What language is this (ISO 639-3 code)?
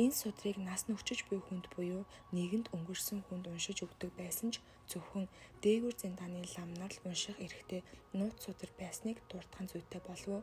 mon